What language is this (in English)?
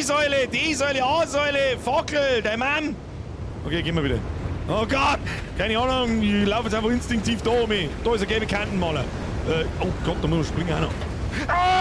Bavarian